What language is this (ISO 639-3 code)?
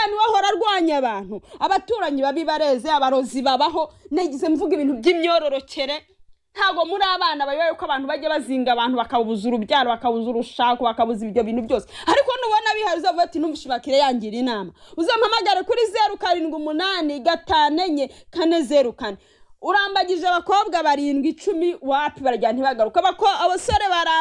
kin